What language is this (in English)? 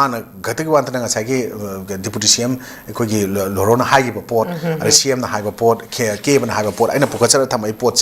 Manipuri